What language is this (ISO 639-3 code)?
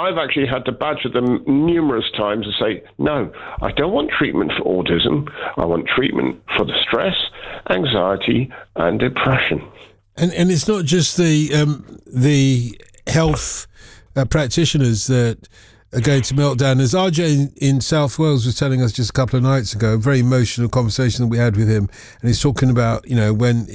eng